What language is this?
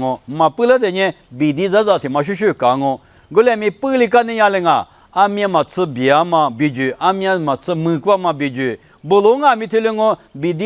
Lisu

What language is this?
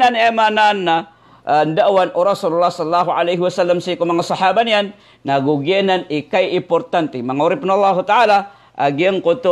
Maranao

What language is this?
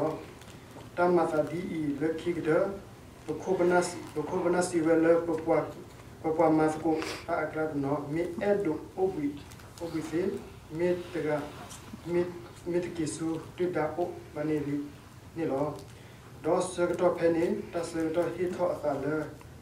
S'gaw Karen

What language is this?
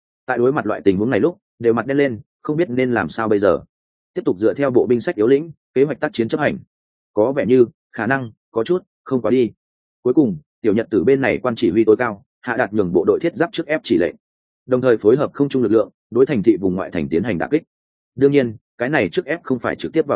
Vietnamese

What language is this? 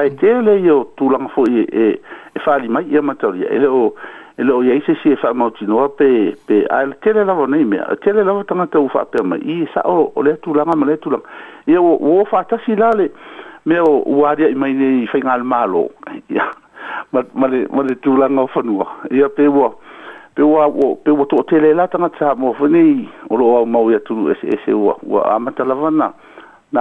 Samoan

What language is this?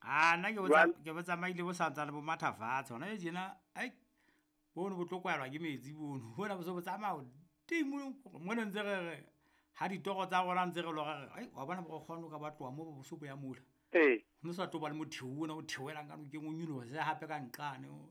Southern Sotho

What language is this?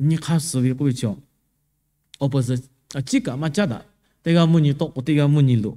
Lahu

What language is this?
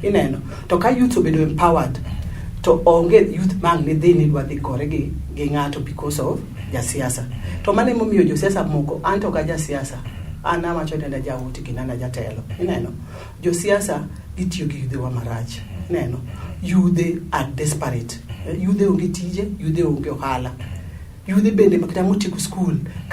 Luo (Kenya and Tanzania)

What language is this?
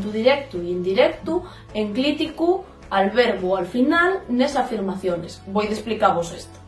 Asturian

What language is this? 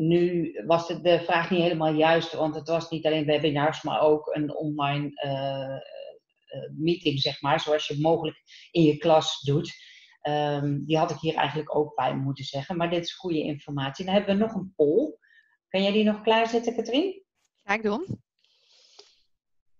Dutch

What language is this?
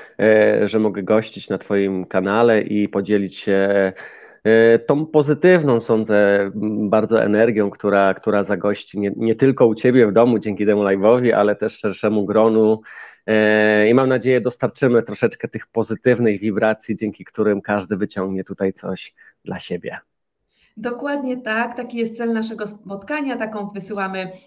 Polish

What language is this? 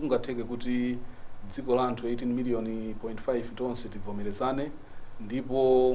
Nyanja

